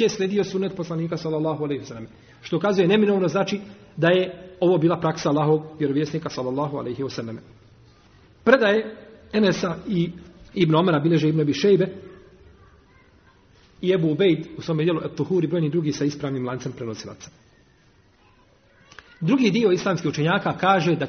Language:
Bosnian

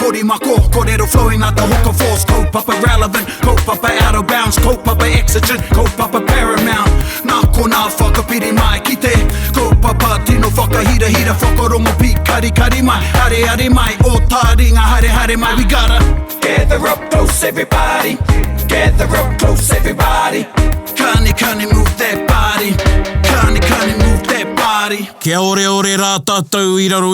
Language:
Māori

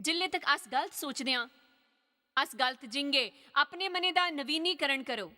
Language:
Dogri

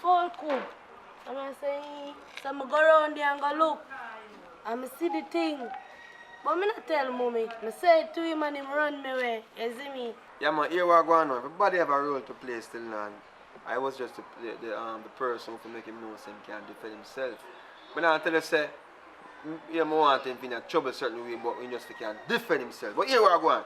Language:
Jamaican Creole English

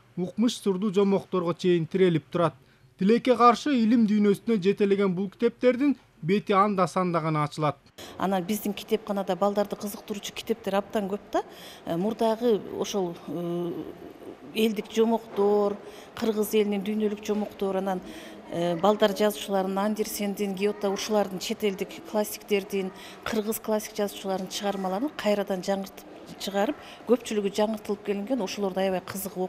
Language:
Kyrgyz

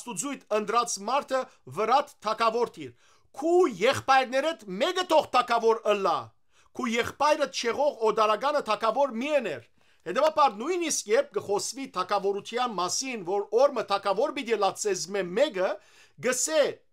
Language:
Western Armenian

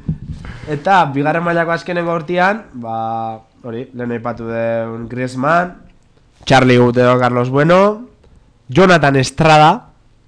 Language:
Basque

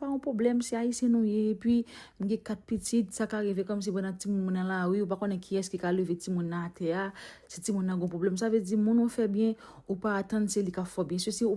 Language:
Haitian Creole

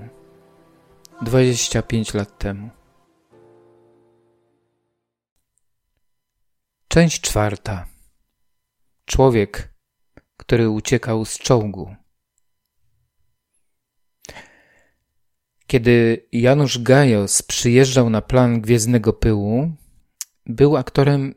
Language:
Polish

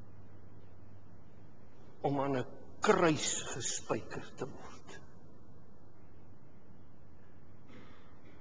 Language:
Afrikaans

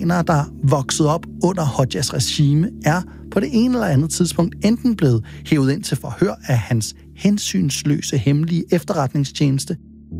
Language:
Danish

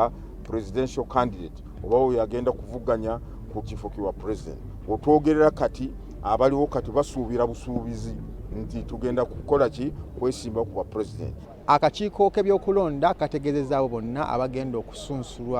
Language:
Ganda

